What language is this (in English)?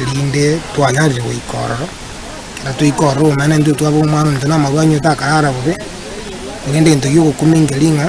Gusii